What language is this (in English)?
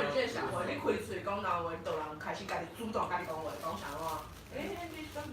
Min Nan Chinese